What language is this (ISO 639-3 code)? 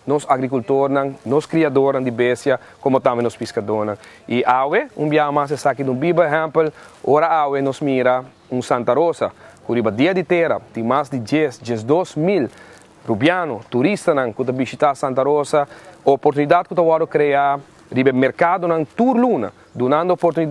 pap